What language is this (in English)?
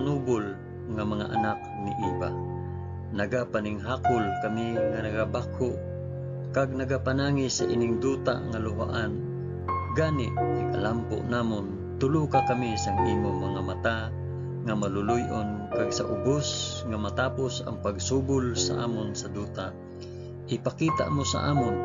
Hiligaynon